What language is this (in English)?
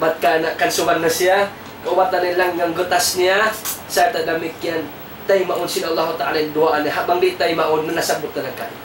Tausug